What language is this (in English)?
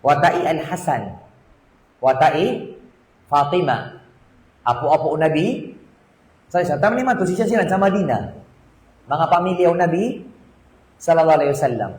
Maranao